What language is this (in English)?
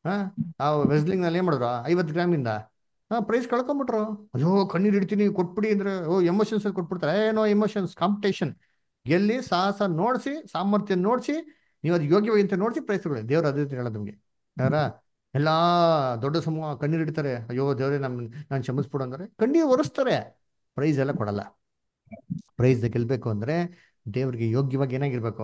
Kannada